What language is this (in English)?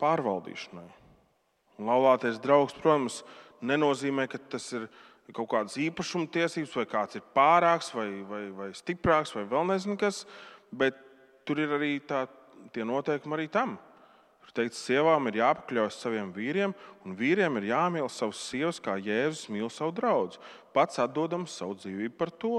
Latvian